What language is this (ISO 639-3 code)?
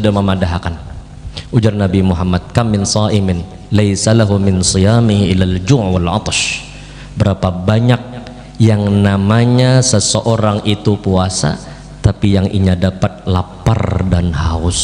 bjn